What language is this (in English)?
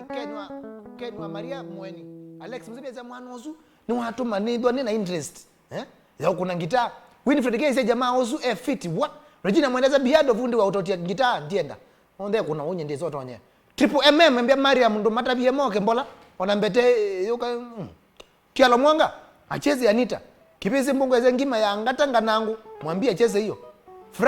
Kamba